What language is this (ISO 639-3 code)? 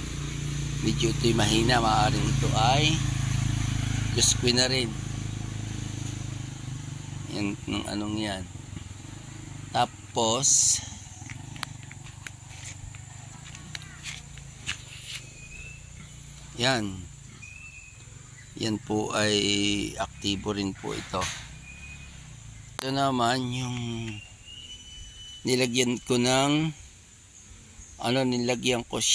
fil